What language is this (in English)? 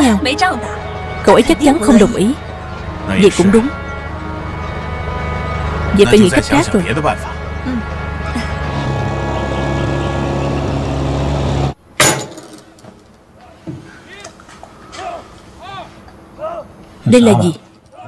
Vietnamese